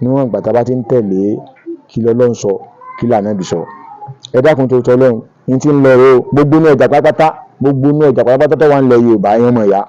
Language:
Yoruba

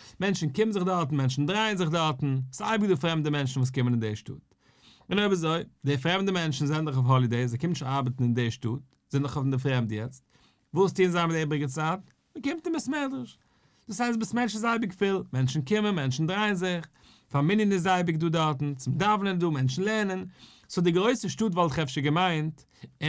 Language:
Yiddish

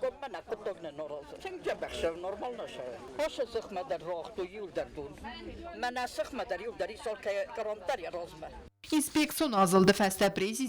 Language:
Ossetic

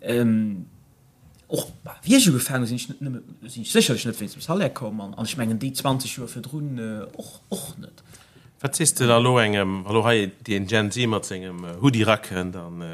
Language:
Luxembourgish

